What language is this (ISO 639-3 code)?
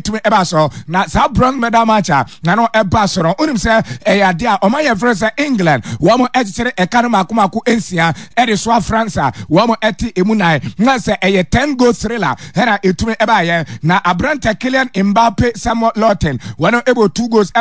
aka